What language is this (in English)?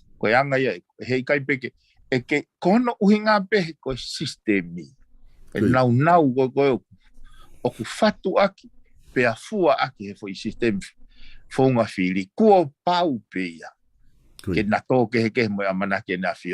Tongan